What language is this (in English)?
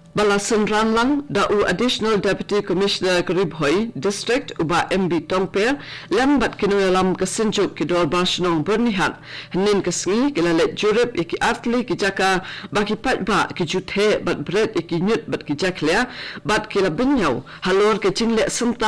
Khasi